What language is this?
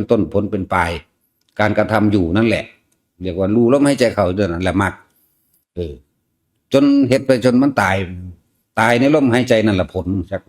Northeastern Thai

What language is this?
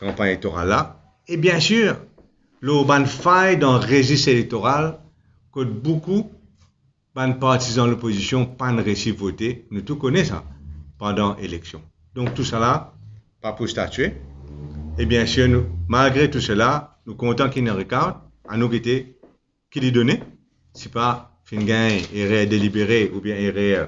Morisyen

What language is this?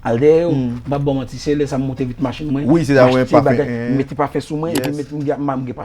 Haitian Creole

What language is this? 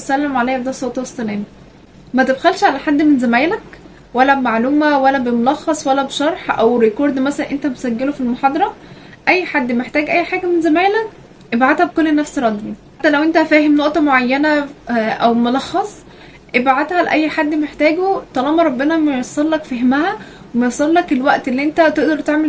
Egyptian Arabic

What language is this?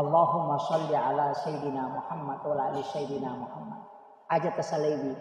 Buginese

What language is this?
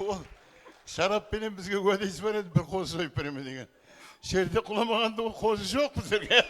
Kara-Kalpak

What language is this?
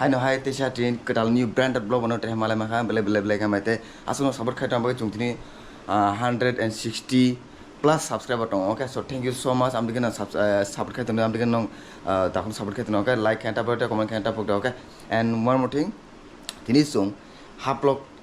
Kok Borok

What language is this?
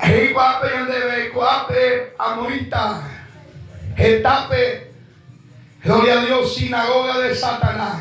Guarani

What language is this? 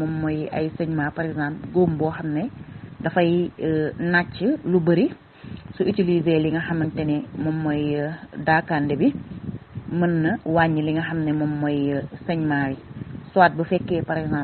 Wolof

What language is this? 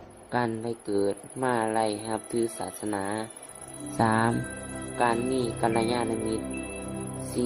Lao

